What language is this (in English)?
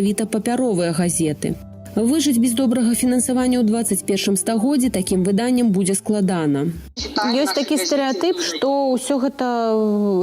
Belarusian